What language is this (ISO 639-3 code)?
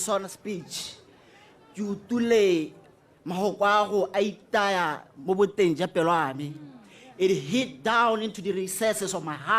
tsn